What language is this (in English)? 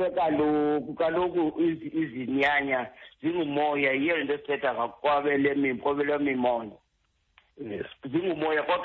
Xhosa